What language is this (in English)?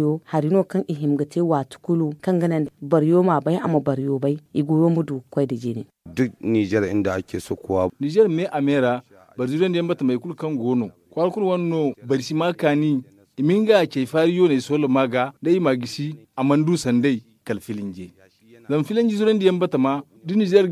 Zarma